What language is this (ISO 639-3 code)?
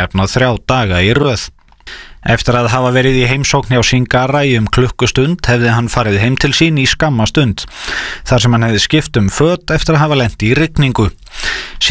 isl